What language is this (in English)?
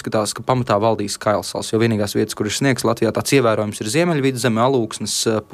Latvian